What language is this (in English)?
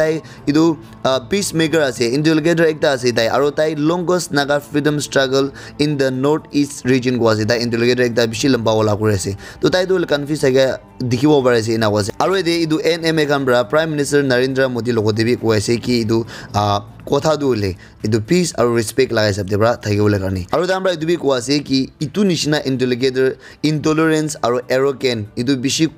Naga Pidgin